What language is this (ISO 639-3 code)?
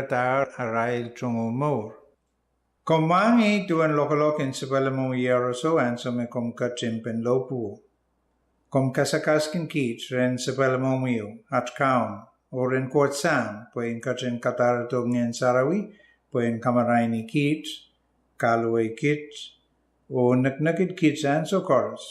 pon